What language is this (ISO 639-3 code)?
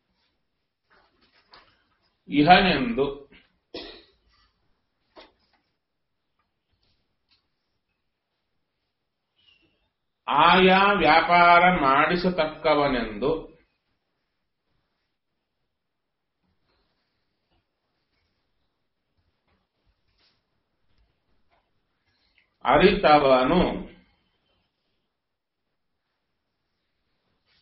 kan